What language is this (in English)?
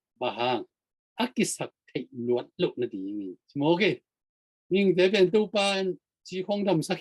Tedim Chin